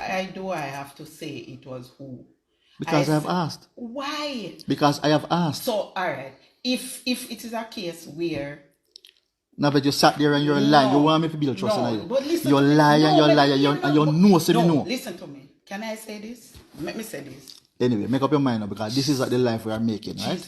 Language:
Jamaican Creole English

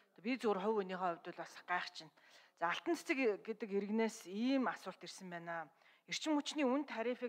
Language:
Mongolian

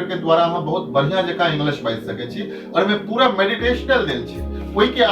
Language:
Maithili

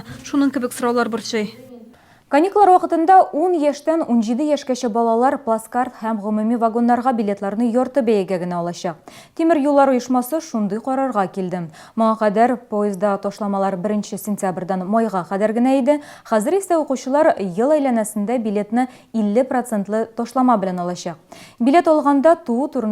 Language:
Tatar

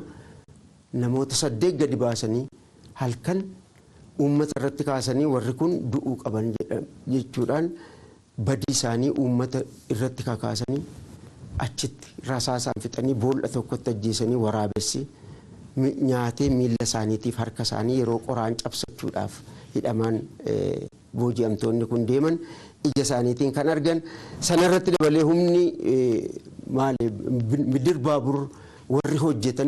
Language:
Oromo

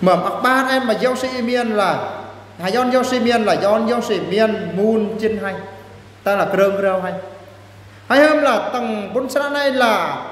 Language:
Eastern Bru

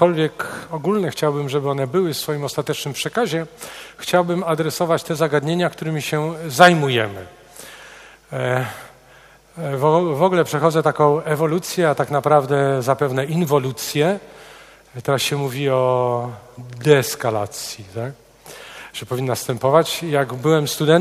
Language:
Polish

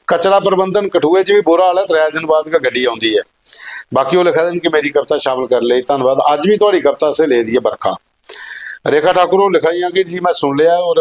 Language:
Dogri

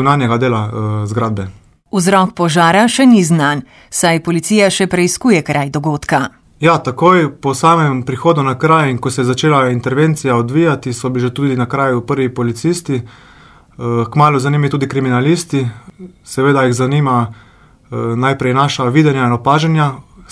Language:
Slovenian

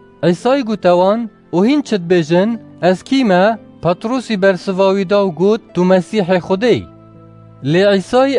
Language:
Kurdish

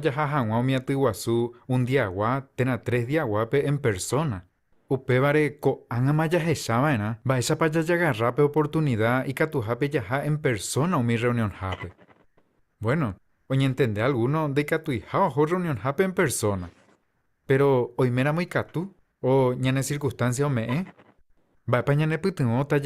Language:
Guarani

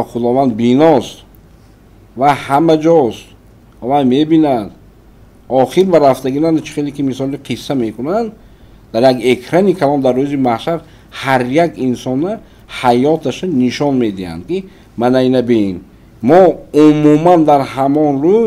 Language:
Tajik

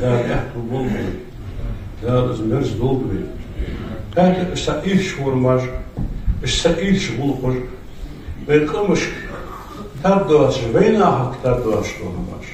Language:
Ingush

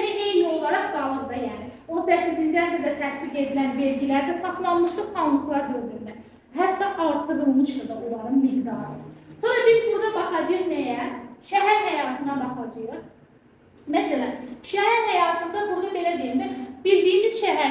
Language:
Azerbaijani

